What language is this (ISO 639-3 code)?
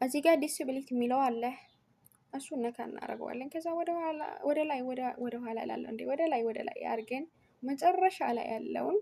amh